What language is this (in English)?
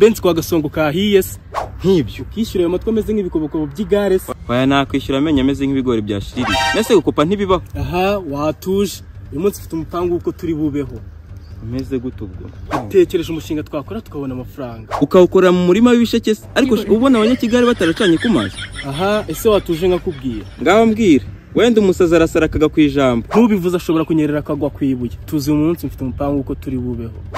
Kinyarwanda